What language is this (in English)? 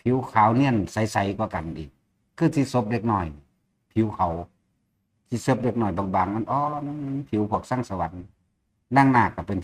Northeastern Thai